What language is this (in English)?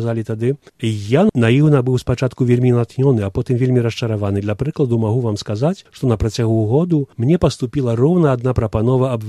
Belarusian